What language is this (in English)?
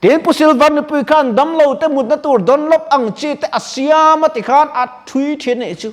Mizo